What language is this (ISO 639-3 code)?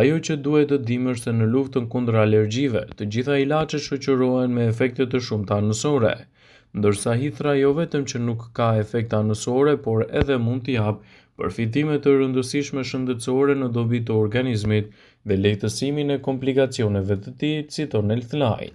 sqi